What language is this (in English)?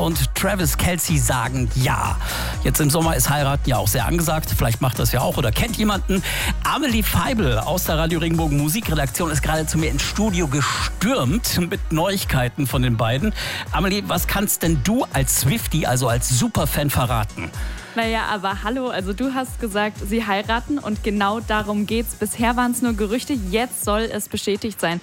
German